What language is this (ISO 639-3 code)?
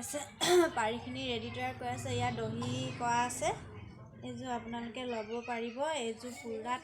asm